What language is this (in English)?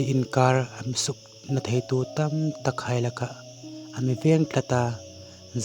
Hmar